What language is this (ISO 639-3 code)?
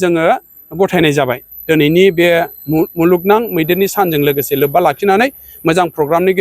brx